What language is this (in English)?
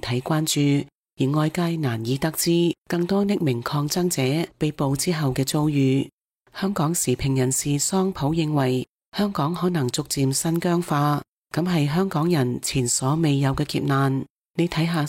Cantonese